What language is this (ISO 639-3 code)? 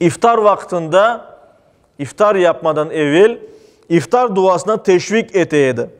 crh